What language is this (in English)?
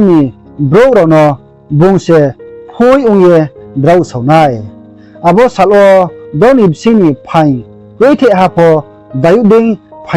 Riang (India)